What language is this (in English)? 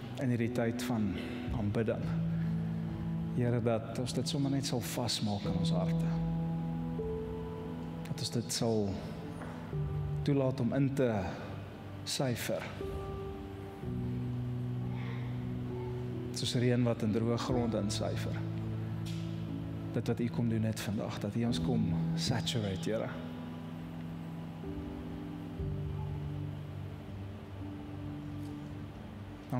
Afrikaans